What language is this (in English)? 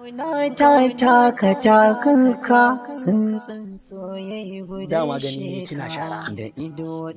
Hausa